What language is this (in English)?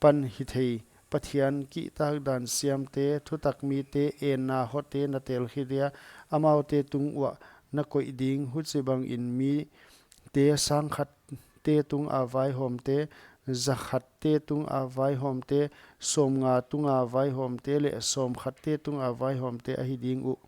Paite Chin